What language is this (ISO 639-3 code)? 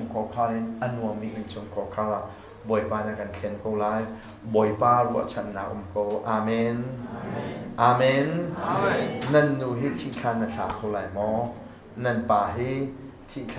cnh